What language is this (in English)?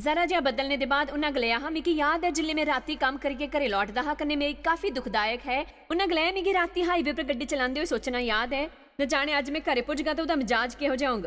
Dogri